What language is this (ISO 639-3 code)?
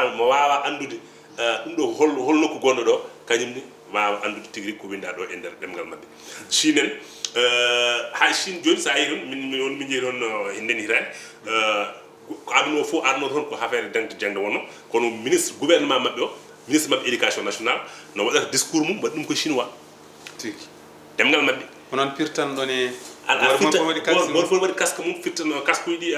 ful